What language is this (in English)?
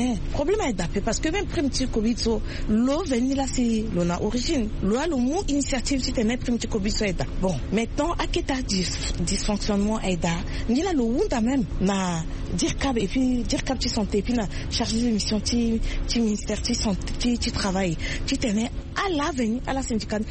Sango